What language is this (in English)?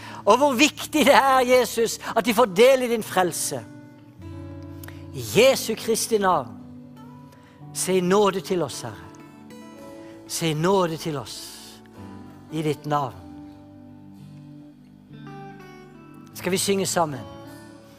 Norwegian